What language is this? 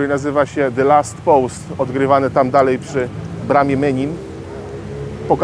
Polish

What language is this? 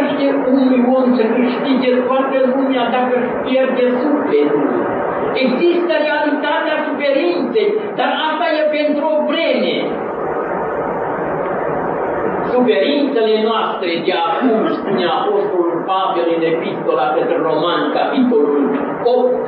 Romanian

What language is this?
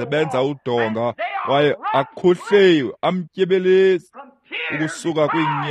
Xhosa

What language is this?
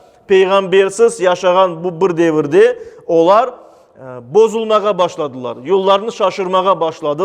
Crimean Tatar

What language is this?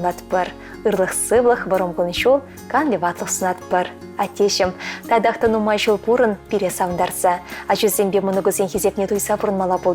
Chuvash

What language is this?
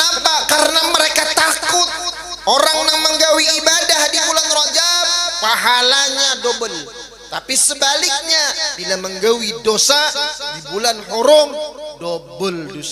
Banjar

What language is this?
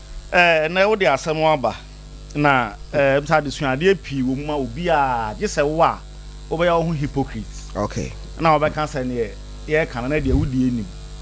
Akan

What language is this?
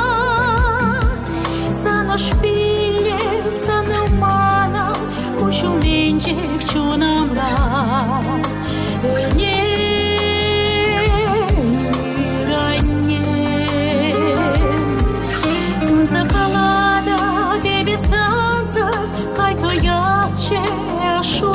Chuvash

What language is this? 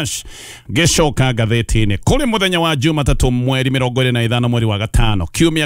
Kikuyu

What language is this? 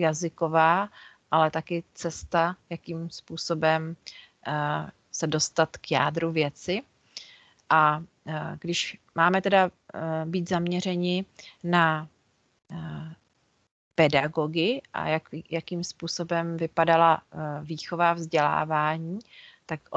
Czech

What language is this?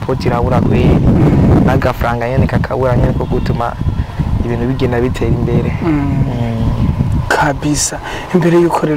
Rundi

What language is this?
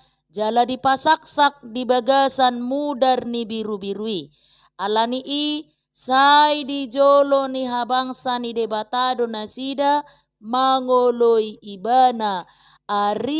Batak Toba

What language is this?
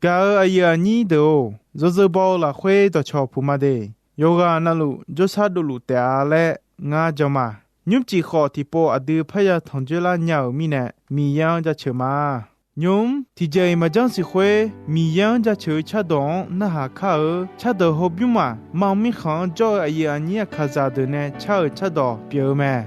Akha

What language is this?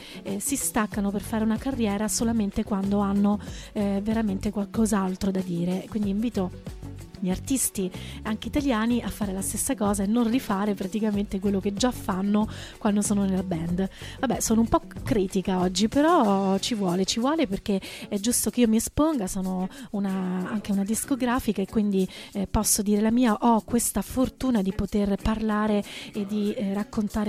Italian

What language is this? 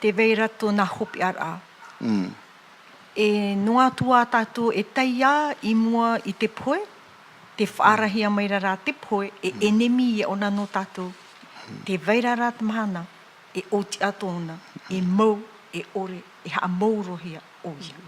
Tahitian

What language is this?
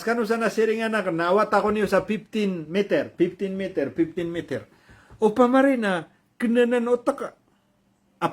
Maranao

